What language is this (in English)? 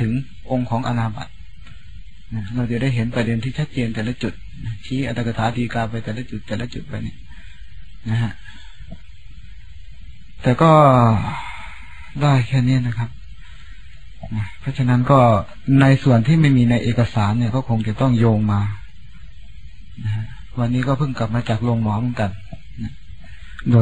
Thai